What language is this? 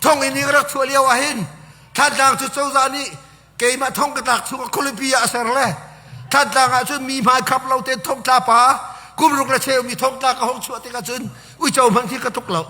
Hakha Chin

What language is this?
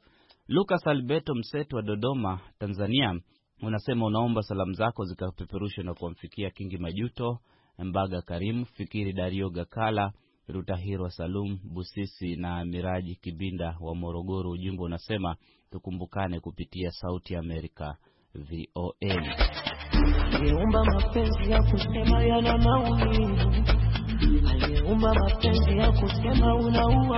Swahili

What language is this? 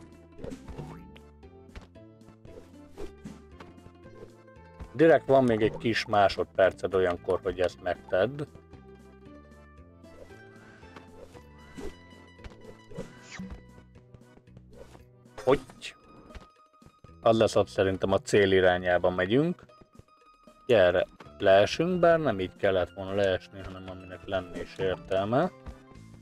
Hungarian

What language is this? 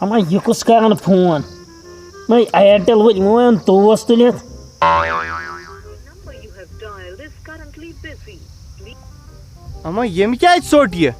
Kashmiri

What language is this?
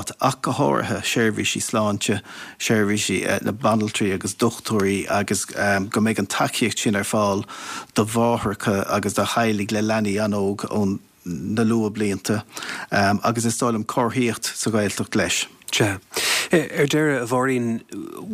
Irish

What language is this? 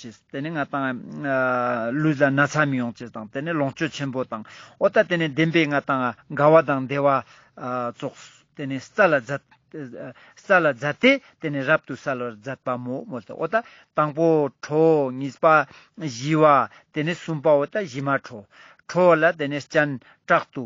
Ladakhi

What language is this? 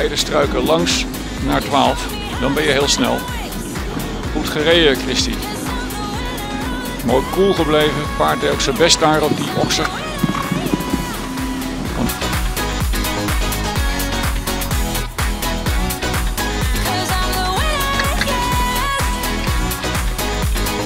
Dutch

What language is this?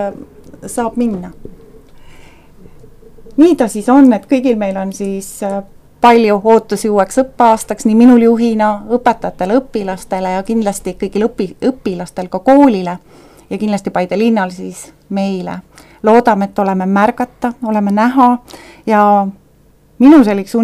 Estonian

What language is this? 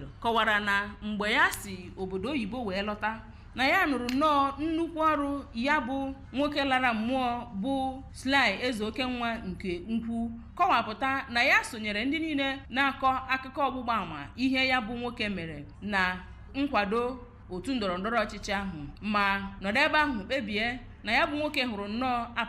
Igbo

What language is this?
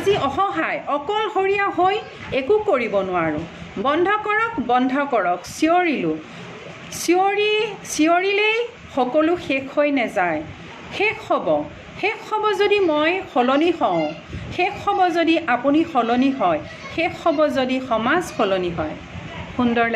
Assamese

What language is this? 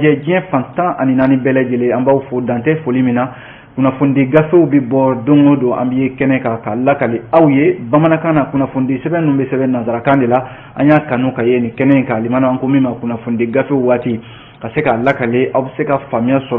Bambara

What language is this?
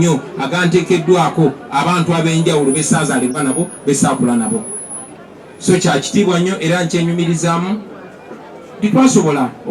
Ganda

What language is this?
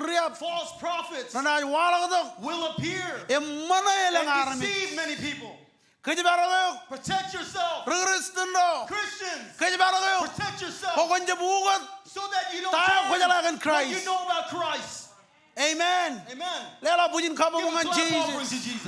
Marshallese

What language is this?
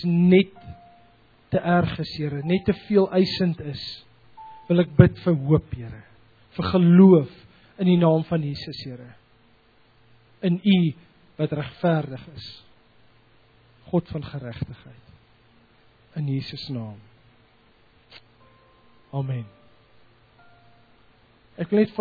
Afrikaans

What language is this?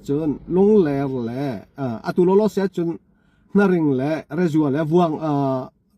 Hakha Chin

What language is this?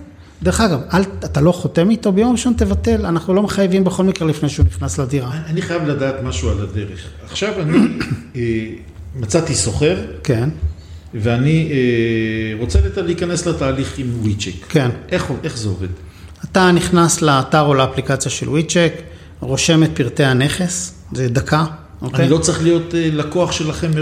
Hebrew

